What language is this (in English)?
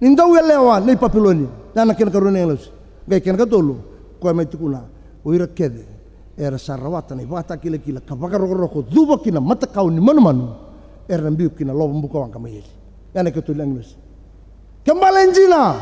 Fijian